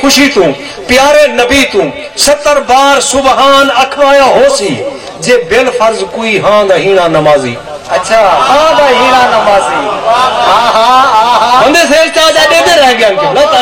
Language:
Saraiki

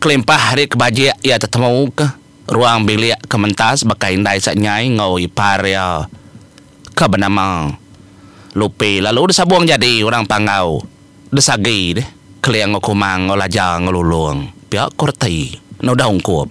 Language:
Iban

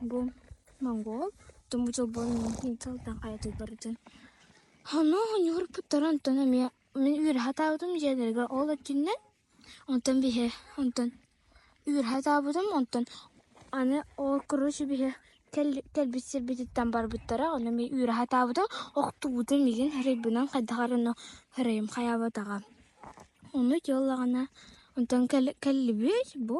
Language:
Yakut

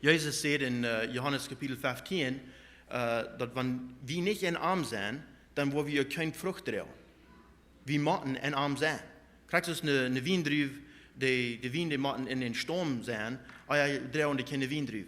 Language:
Plautdietsch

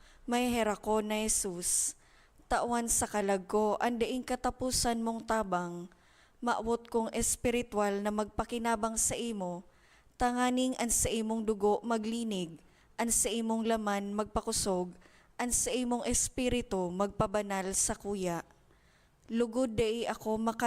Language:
Bikol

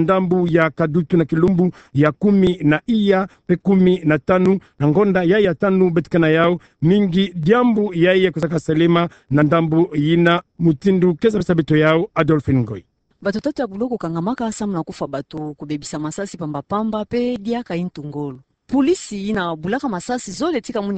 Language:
Kituba (Democratic Republic of Congo)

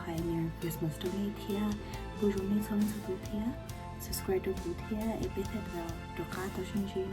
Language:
Hmong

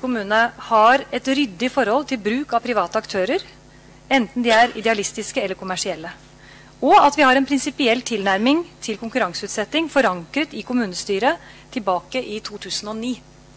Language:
Norwegian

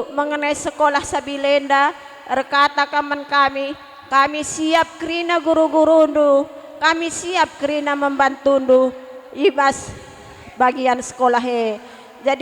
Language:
Batak Karo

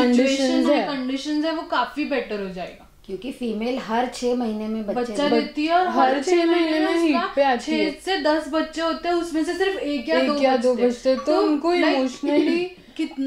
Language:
Hindi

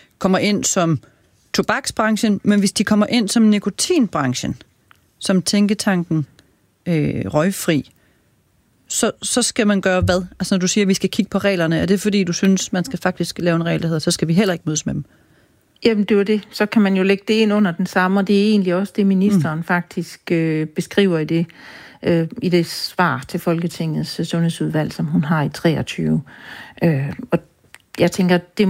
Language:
Danish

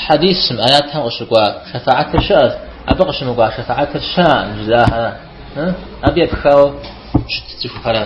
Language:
Kabardian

